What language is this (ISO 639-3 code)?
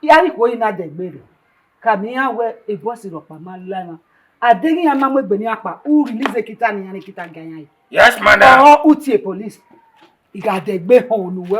bin